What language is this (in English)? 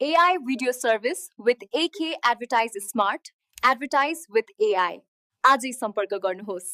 Nepali